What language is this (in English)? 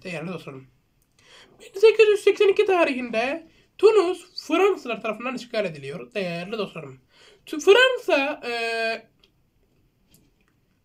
Turkish